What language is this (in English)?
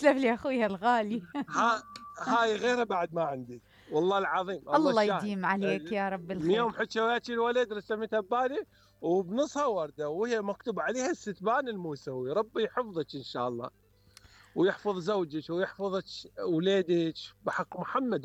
Mesopotamian Arabic